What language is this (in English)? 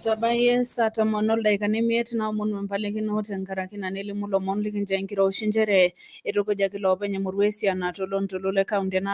Masai